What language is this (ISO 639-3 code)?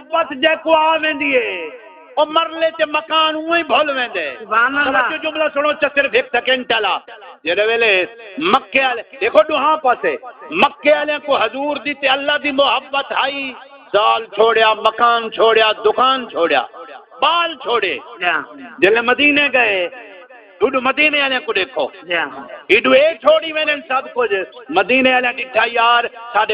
skr